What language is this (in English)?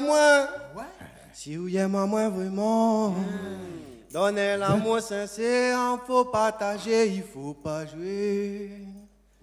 Réunion Creole French